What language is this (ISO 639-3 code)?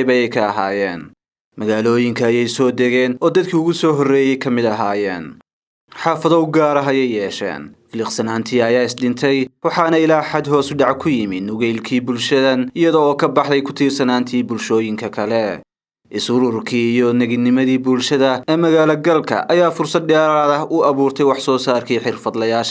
som